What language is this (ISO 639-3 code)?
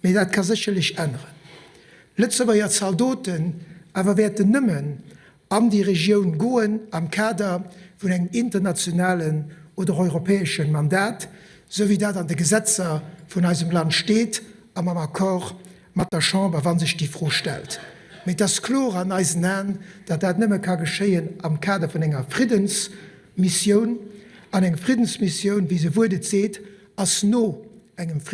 ltz